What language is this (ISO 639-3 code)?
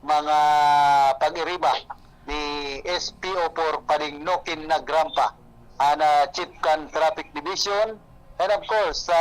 bik